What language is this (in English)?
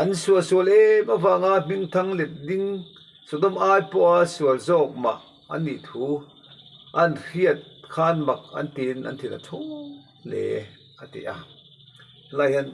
Mizo